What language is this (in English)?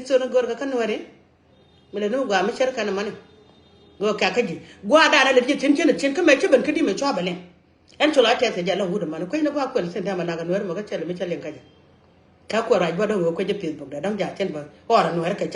Nuer